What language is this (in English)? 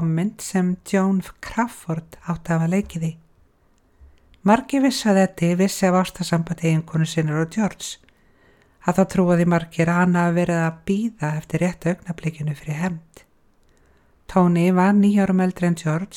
Icelandic